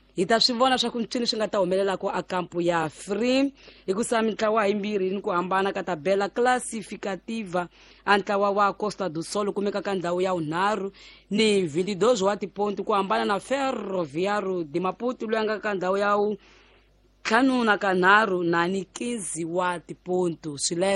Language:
Tsonga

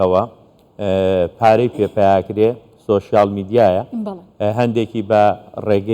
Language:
Central Kurdish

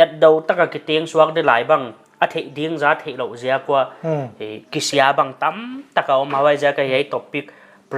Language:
Paite Chin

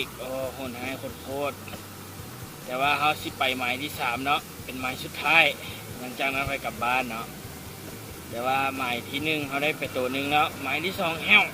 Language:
Lao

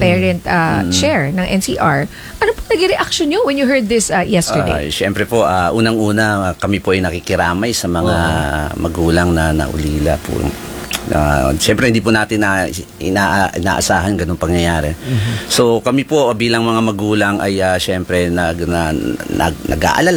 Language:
Filipino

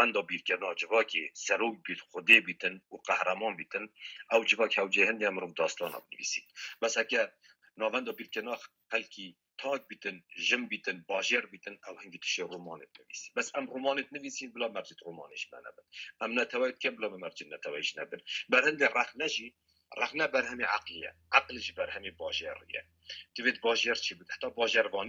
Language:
Kurdish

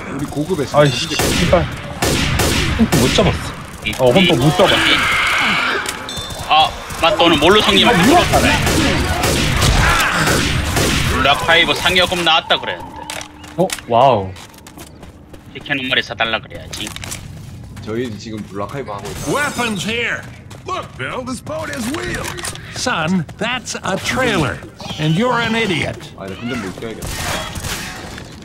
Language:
Korean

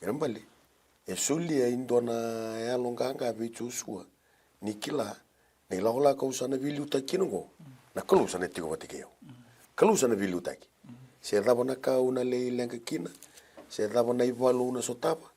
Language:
Fijian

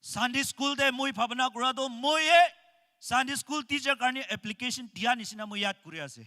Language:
Naga Pidgin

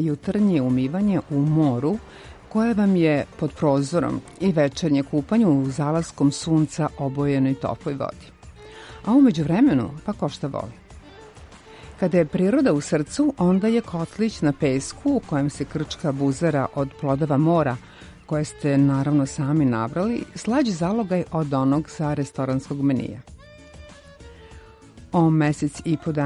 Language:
Serbian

